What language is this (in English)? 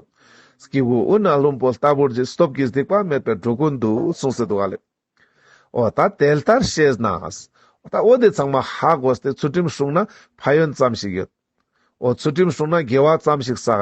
Ladakhi